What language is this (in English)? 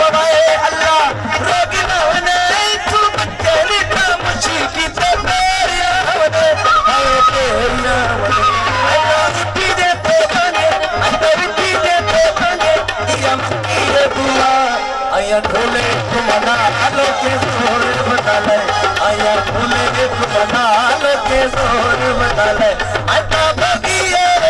Saraiki